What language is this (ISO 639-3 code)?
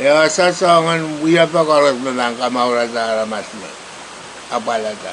pon